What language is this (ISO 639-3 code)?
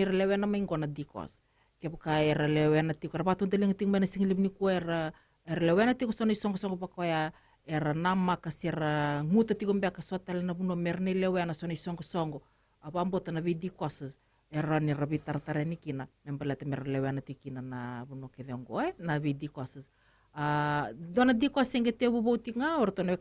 fij